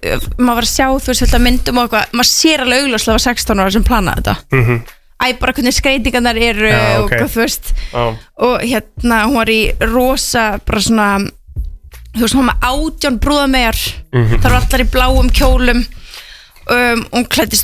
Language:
Icelandic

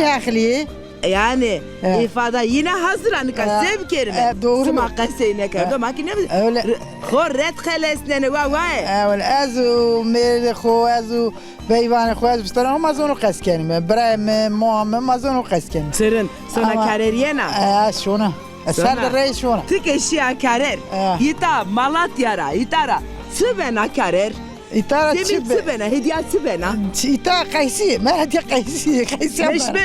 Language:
Zaza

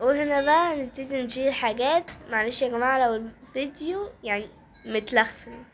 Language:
Egyptian Arabic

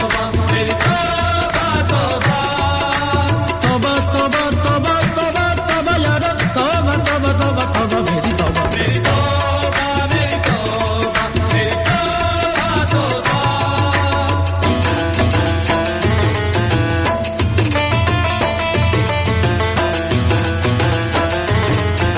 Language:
Punjabi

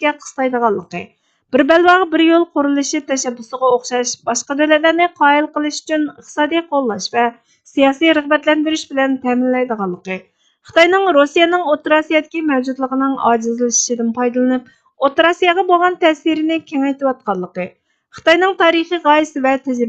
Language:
Uyghur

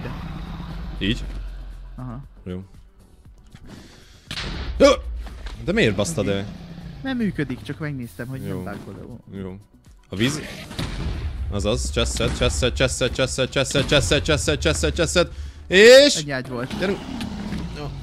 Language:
Hungarian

